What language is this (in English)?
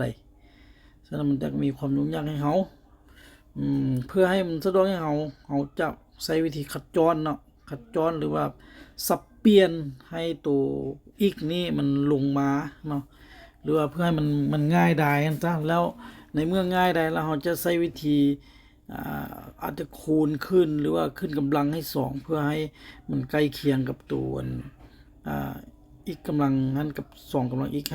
Lao